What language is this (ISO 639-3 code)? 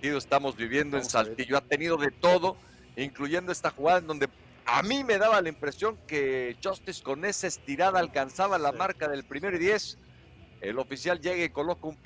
spa